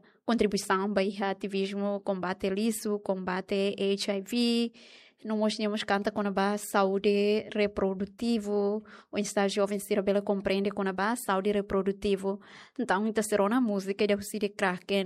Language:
Tetum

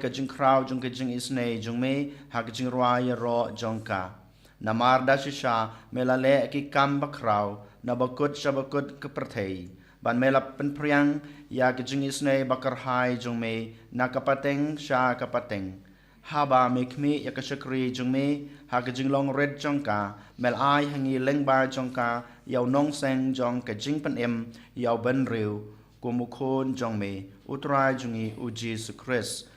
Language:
Khasi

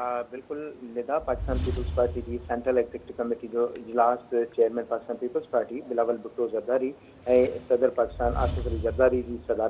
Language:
Sindhi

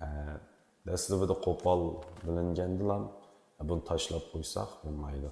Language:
Uyghur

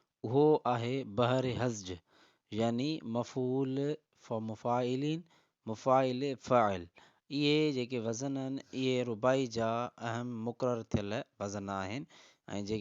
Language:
Sindhi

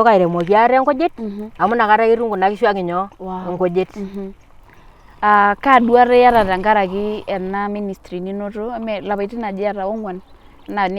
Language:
Masai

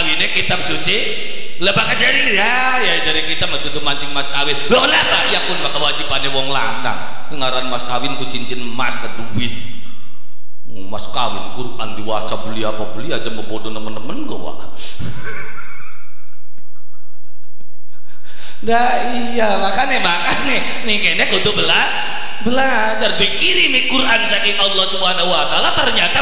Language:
Javanese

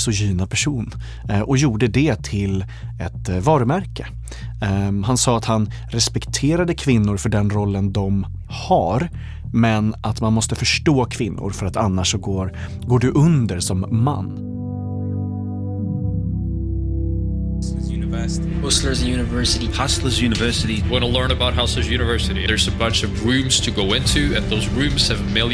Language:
Swedish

